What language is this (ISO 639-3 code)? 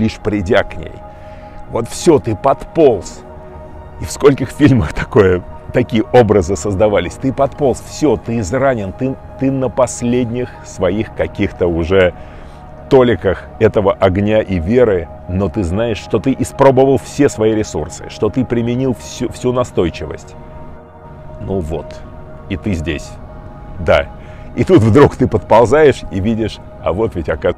rus